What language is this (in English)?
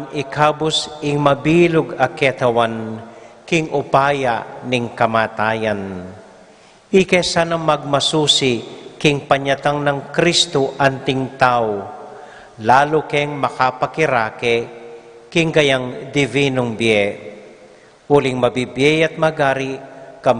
Pampanga